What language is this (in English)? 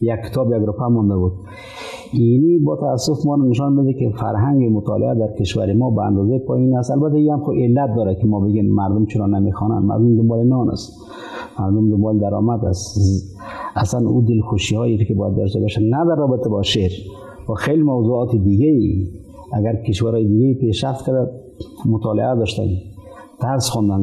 Persian